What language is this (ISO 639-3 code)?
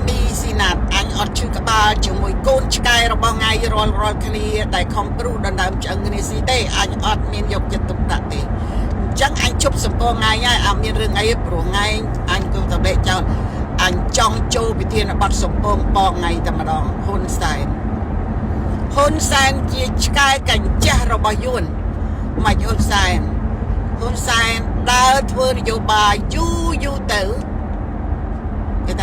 khm